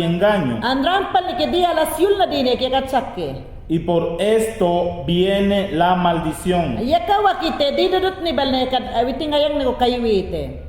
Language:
Mayangna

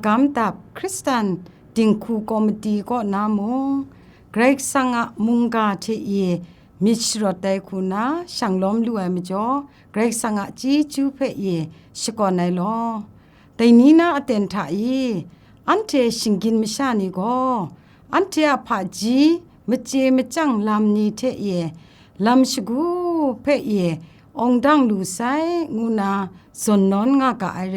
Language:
Kachin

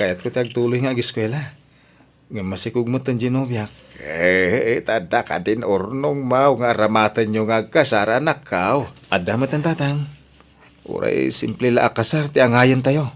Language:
Iloko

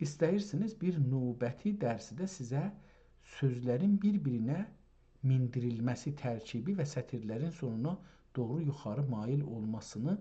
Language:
South Azerbaijani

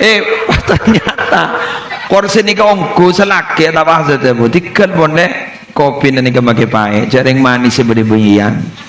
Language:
Madurese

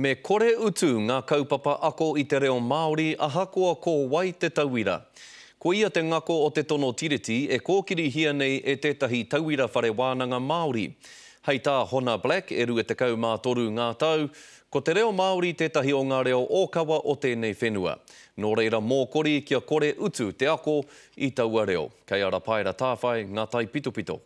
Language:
Māori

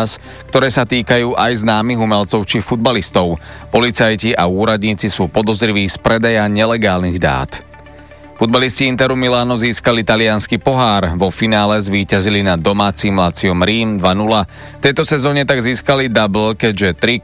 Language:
Slovak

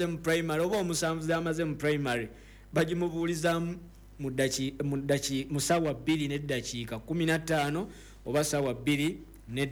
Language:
Ganda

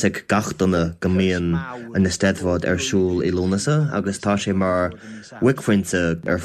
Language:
Irish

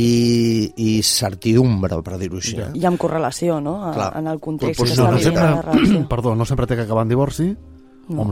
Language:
Catalan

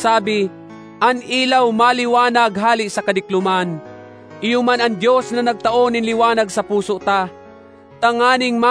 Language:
Bikol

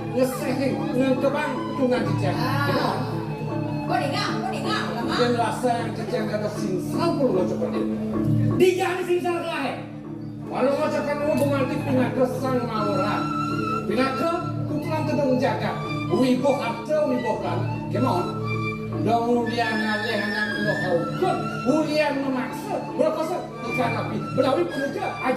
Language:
Balinese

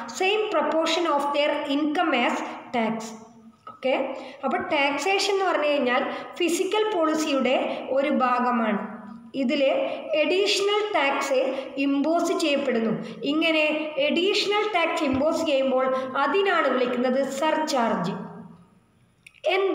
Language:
Malayalam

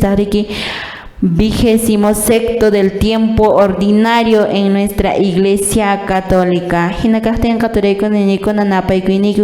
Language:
Quechua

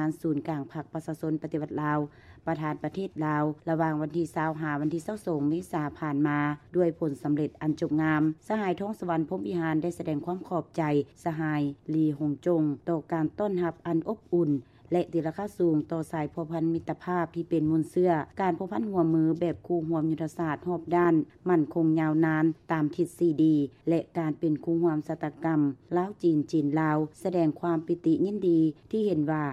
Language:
Lao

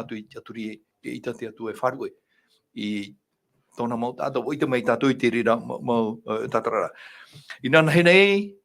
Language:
Tahitian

